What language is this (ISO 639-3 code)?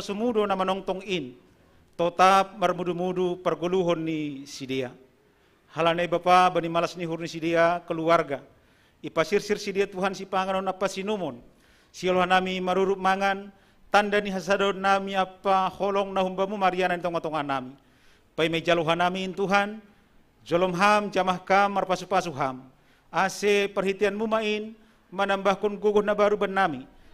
bts